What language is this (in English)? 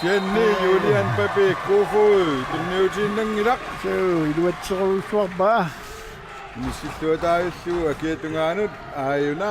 Kalaallisut